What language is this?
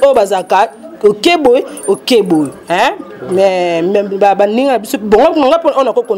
Lingala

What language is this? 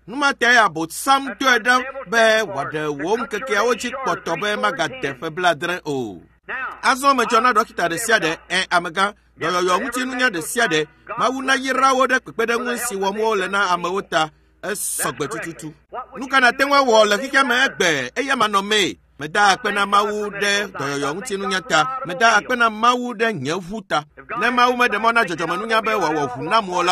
Ewe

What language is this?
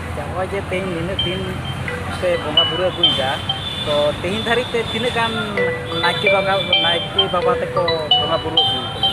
Santali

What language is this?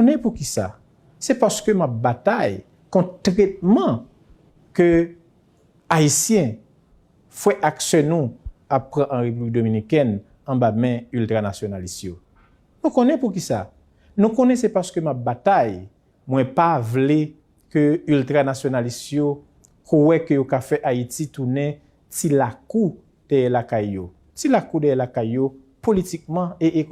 Haitian Creole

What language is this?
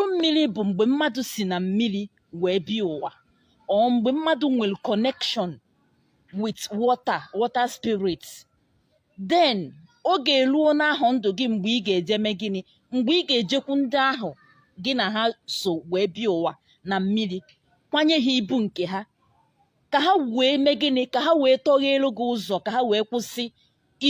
Igbo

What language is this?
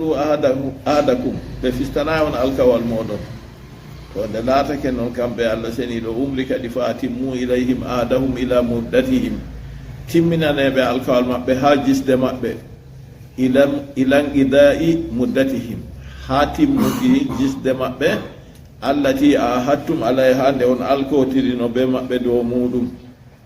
Fula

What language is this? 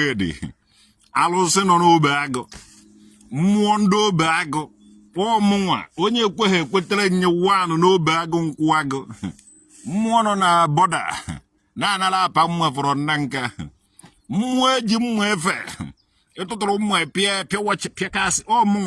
Igbo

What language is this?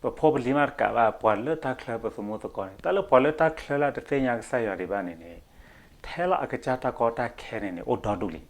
S'gaw Karen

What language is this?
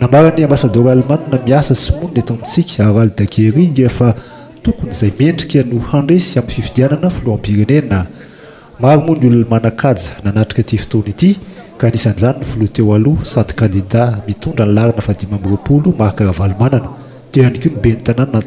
Malagasy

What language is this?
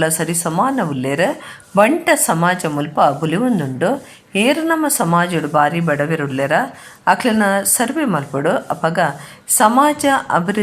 Tulu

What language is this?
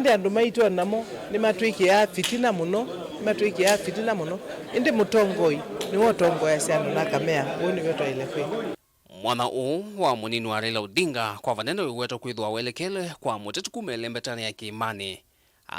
Kamba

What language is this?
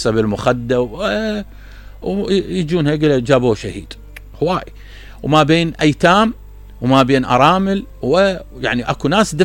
Mesopotamian Arabic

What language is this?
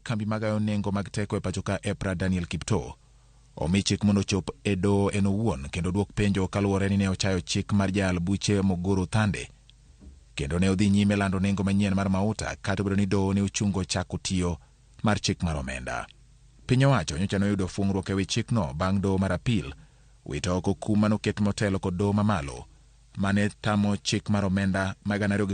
Luo (Kenya and Tanzania)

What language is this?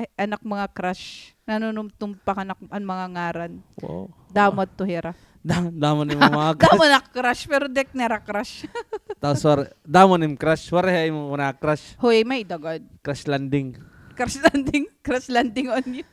Waray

